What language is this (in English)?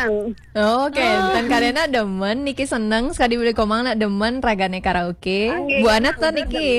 Balinese